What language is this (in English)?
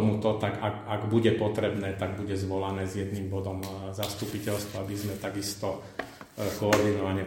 Slovak